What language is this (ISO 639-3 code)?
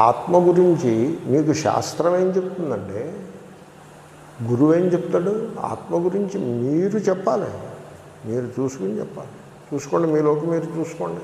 tel